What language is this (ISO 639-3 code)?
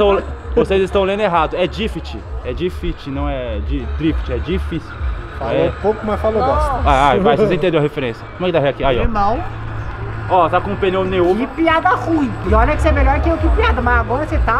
por